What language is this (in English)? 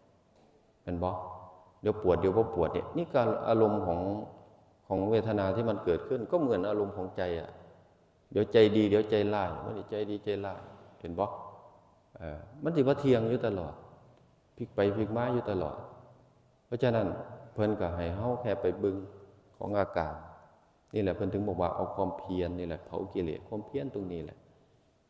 Northeastern Thai